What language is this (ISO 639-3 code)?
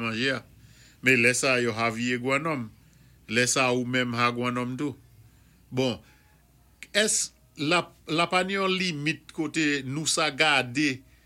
acf